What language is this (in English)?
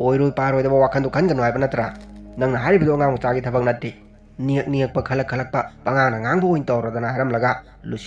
Manipuri